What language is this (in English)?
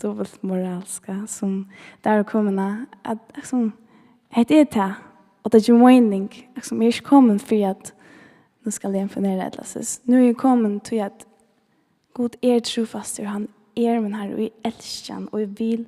Faroese